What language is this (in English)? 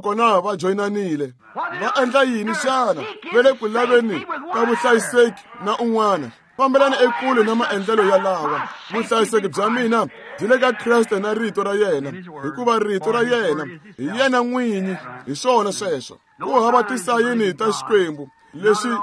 Tsonga